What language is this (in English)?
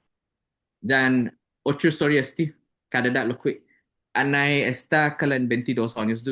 Chamorro